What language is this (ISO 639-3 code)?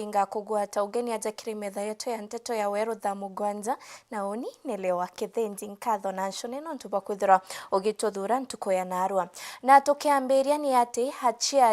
mer